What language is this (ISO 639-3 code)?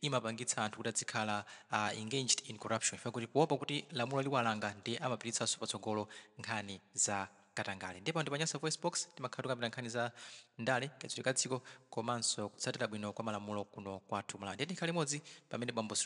nya